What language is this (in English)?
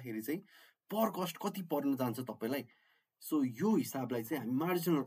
Nepali